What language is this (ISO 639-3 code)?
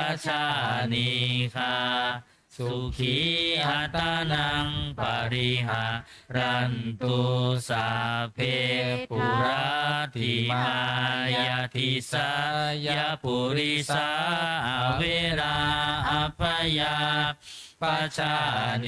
pli